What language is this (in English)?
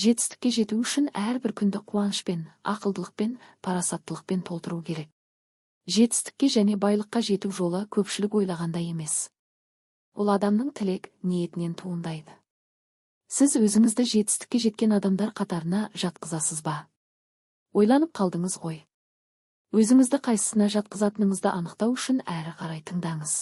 Kazakh